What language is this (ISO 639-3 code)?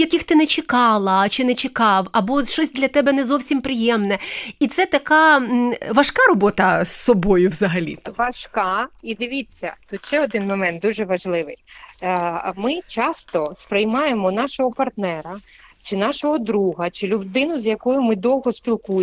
ukr